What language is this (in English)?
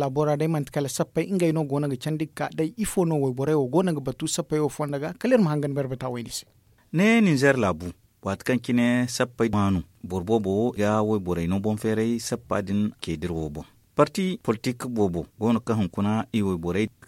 Zarma